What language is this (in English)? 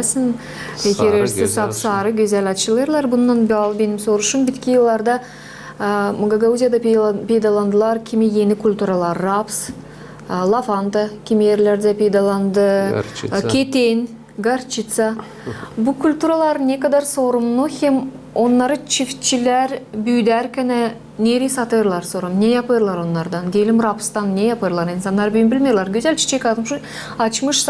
Gagauz